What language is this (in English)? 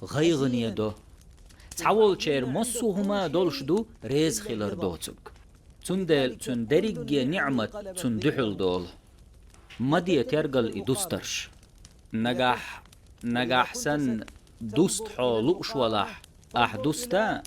Chechen